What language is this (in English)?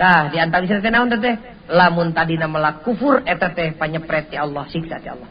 Sundanese